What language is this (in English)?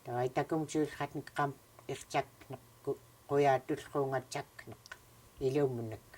Central Yupik